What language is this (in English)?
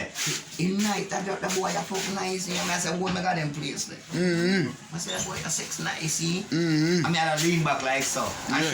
Jamaican Creole English